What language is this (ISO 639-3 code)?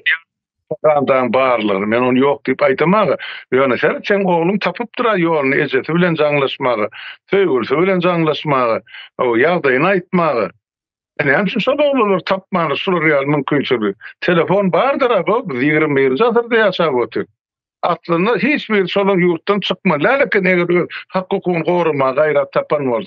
tuk